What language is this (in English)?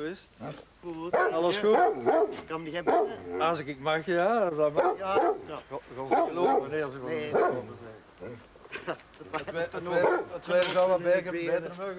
Dutch